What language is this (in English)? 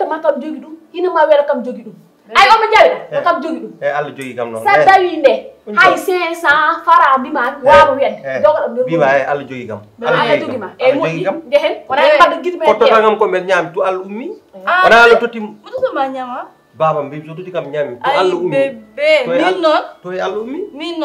Fula